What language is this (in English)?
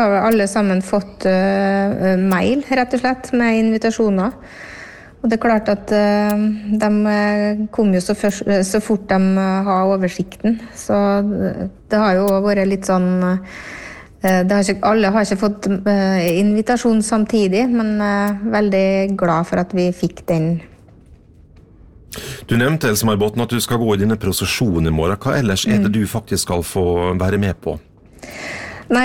Norwegian